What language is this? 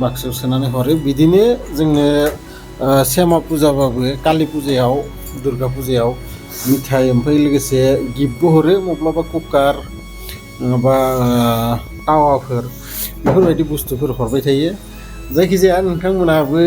Bodo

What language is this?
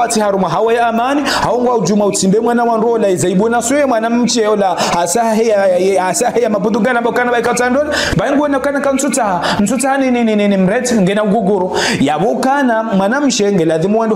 Ngazidja Comorian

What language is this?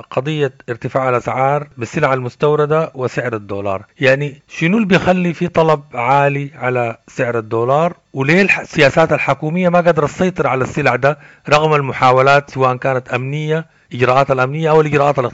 Sudanese Arabic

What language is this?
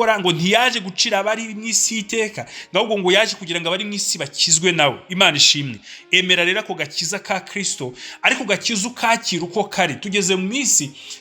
Kinyarwanda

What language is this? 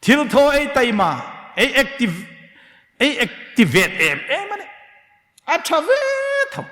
Hmar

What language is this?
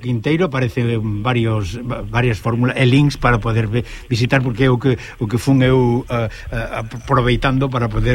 Galician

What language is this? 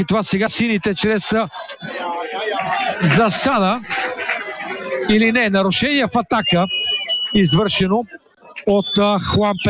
Bulgarian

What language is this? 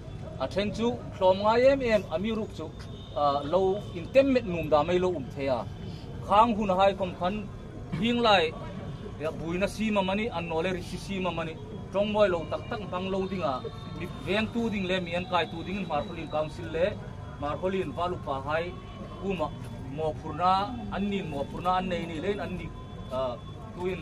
Hmar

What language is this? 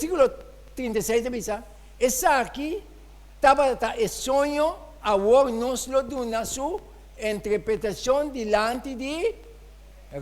Papiamento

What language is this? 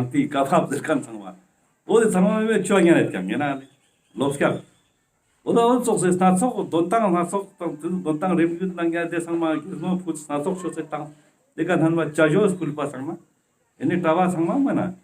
Ladakhi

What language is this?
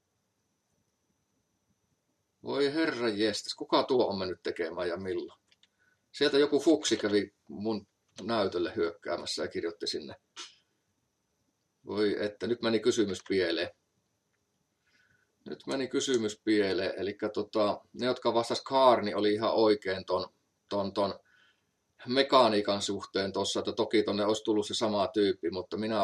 Finnish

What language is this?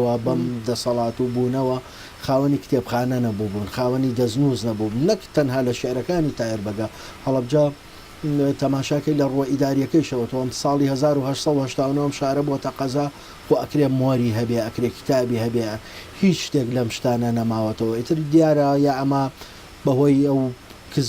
Central Kurdish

